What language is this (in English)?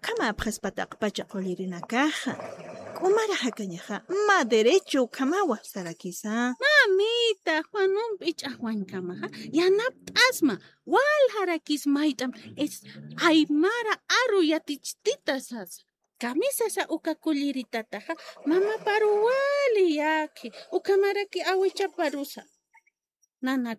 Aymara